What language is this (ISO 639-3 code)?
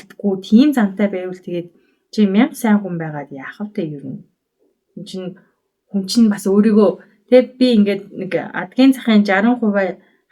mon